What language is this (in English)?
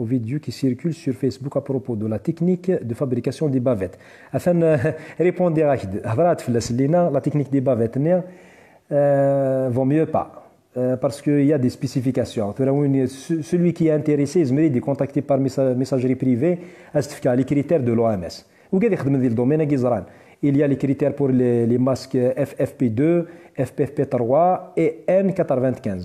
Kabyle